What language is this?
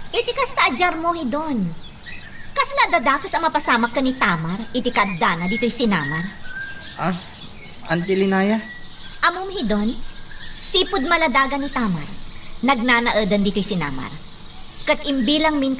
Iloko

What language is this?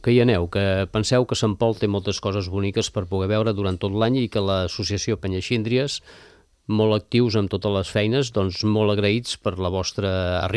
Catalan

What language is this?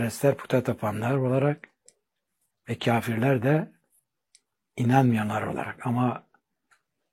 Turkish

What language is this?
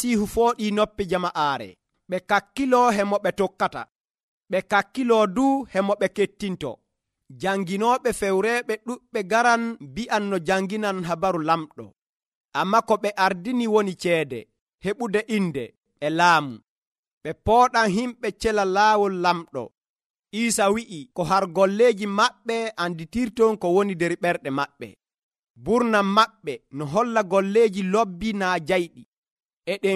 Nigerian Fulfulde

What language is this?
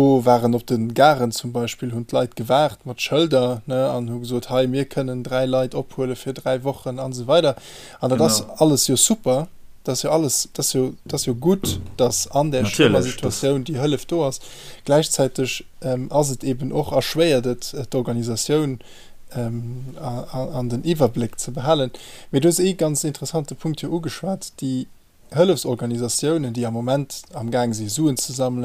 Luxembourgish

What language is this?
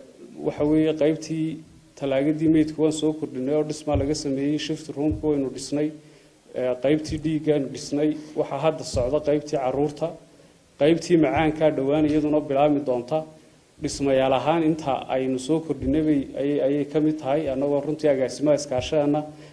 Somali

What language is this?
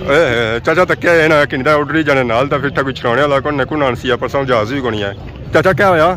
Pahari-Potwari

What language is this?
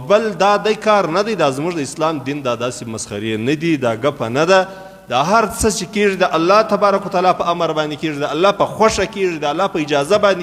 Pashto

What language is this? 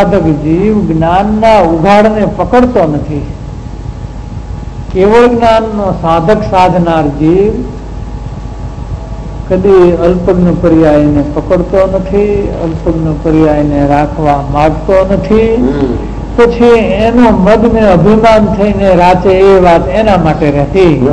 Gujarati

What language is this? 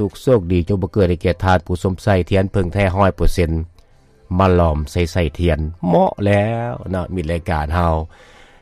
Lao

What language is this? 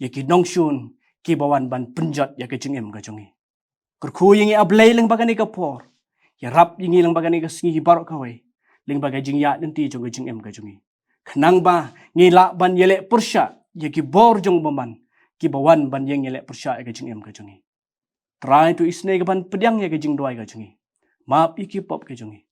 Khasi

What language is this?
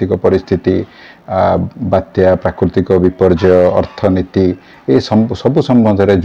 Odia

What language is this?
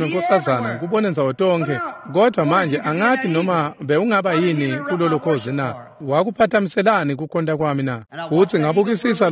Swati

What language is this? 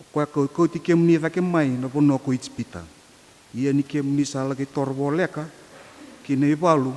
Fijian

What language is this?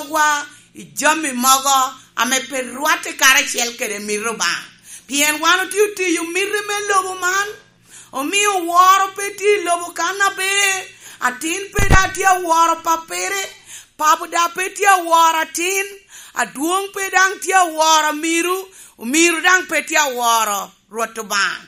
Lango (Uganda)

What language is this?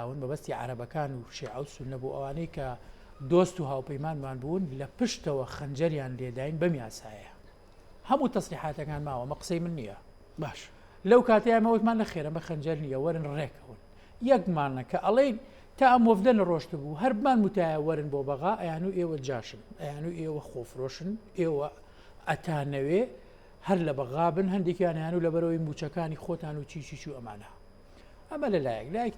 Central Kurdish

